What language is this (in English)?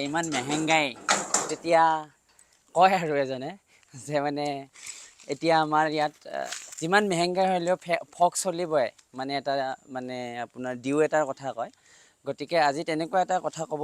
Assamese